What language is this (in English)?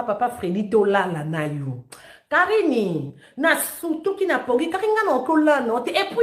Lingala